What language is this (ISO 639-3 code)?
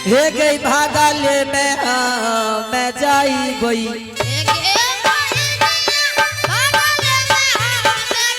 anp